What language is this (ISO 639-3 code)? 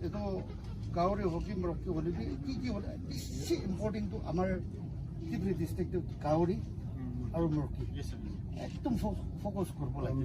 nag